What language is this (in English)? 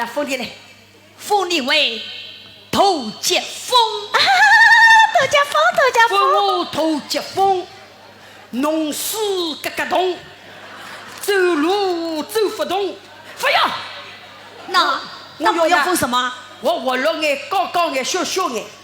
Wu Chinese